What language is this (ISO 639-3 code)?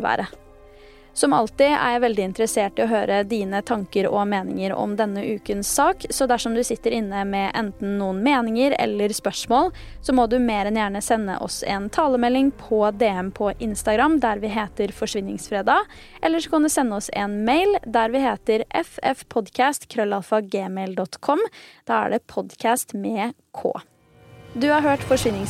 nor